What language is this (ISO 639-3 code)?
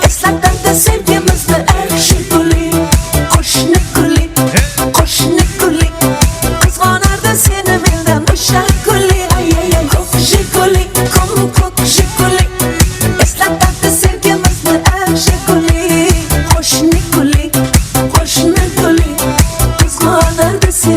kaa